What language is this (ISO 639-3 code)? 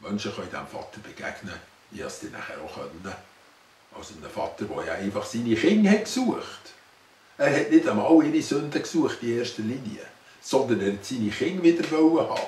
gsw